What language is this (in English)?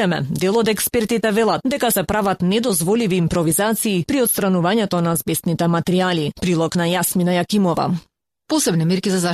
Macedonian